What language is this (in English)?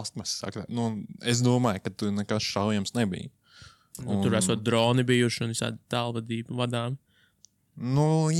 Latvian